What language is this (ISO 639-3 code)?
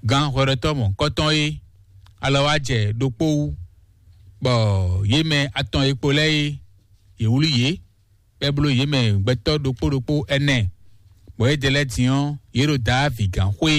fon